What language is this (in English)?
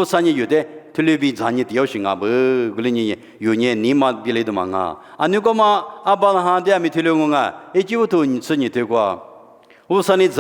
Lisu